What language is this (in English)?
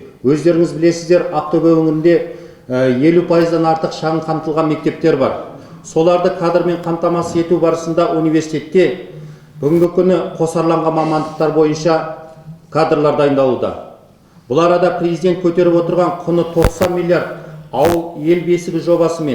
Kazakh